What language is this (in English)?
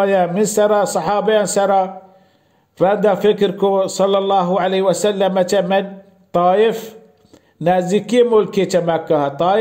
Baluchi